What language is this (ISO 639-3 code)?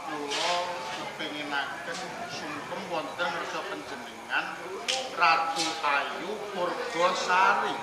jav